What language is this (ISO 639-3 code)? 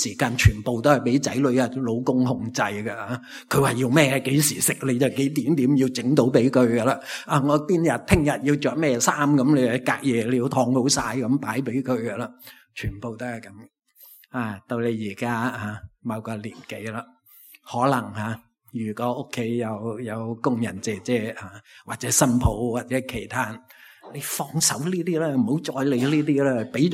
yue